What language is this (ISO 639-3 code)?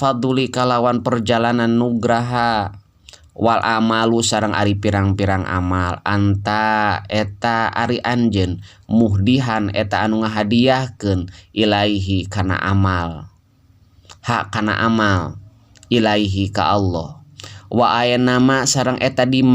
sun